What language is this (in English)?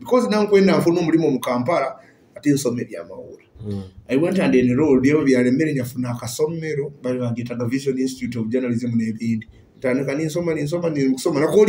Nyoro